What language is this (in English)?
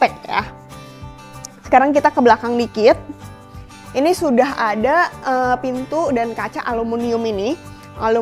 Indonesian